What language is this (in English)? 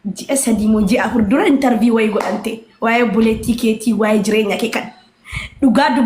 Oromo